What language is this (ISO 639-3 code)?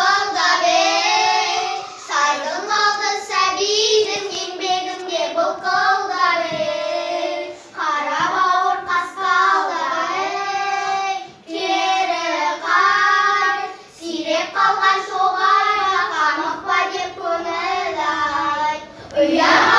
kaz